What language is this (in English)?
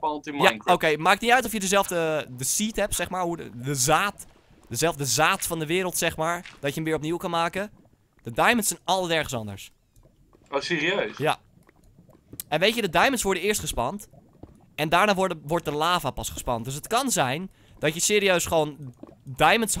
Dutch